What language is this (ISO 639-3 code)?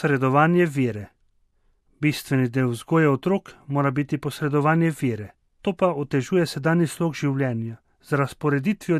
slv